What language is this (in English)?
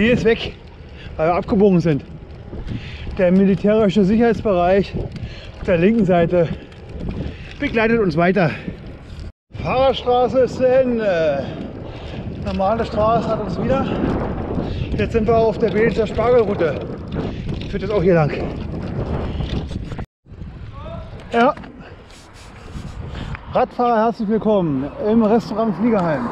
German